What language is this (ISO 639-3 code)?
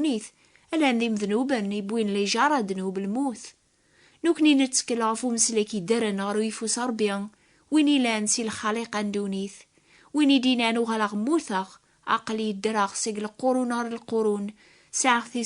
kab